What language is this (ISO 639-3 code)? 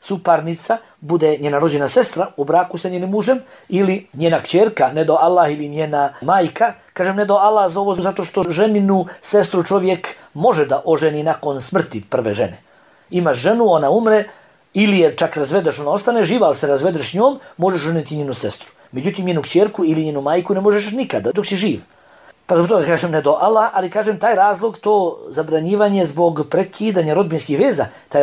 bos